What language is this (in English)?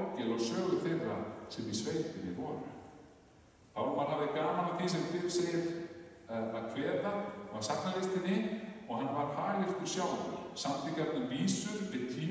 Icelandic